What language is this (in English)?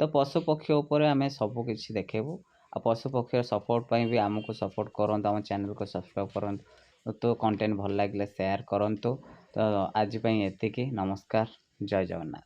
Odia